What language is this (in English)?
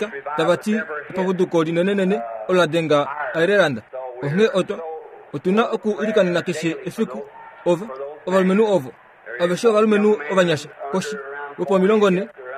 Kuanyama